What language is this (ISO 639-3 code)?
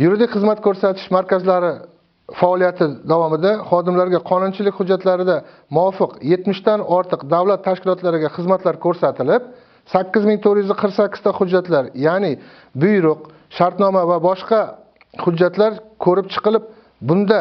uzb